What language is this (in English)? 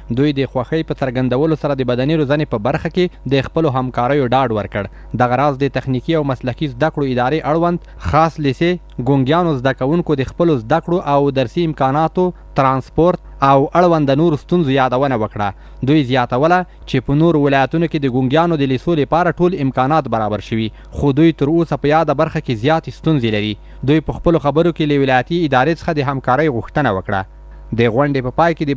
Pashto